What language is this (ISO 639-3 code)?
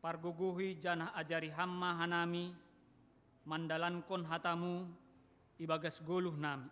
bts